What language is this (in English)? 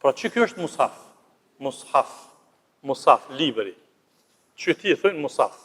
Albanian